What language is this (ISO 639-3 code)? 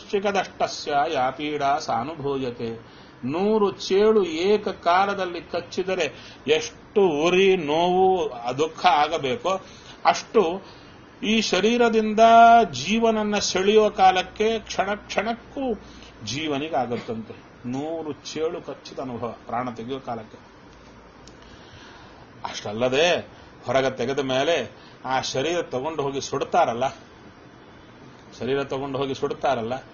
kan